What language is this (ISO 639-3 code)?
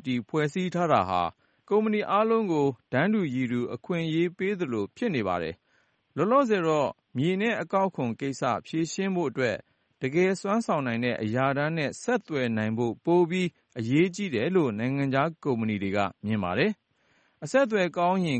mya